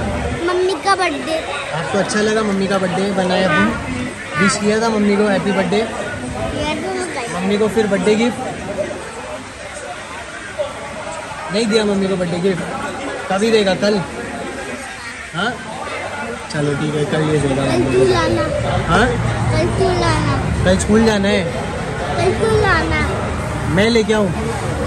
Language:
Hindi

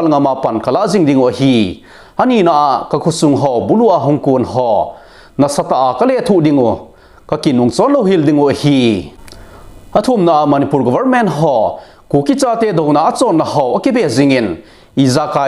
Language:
Thado Chin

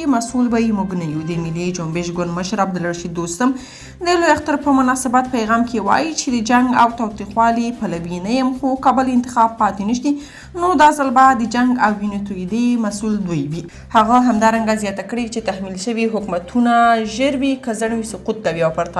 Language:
Pashto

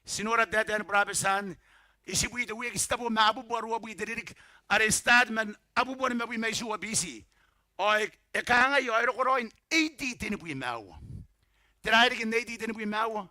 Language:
Gilbertese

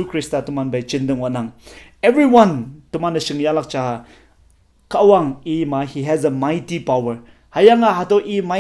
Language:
Konyak Naga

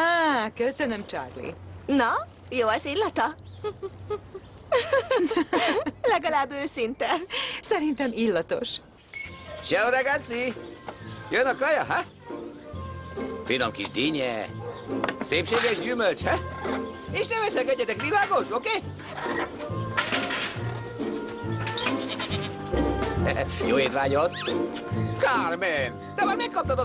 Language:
Hungarian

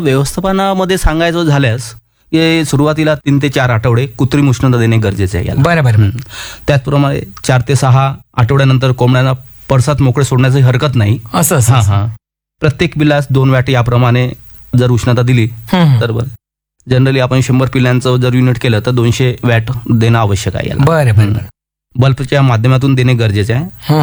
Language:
Marathi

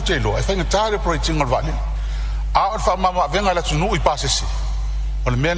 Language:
Samoan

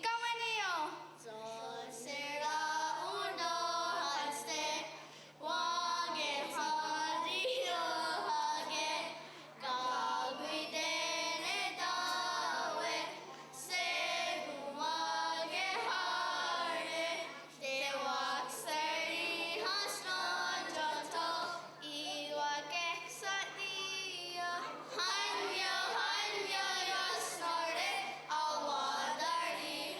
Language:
Mohawk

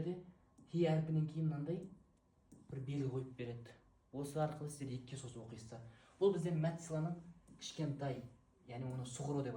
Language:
Kazakh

